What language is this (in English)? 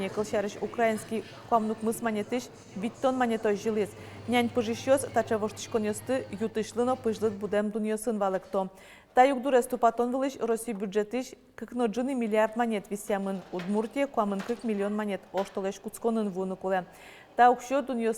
Udmurt